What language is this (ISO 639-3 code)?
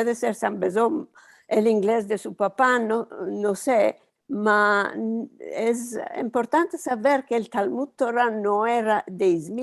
lad